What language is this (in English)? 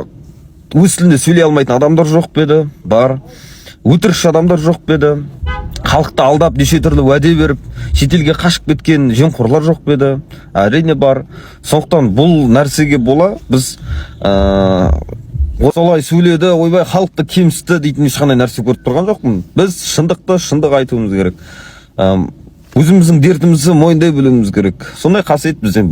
Kazakh